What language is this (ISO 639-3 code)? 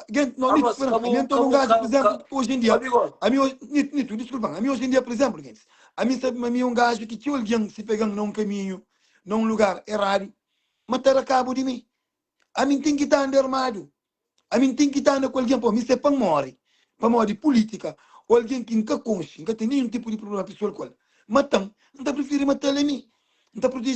kea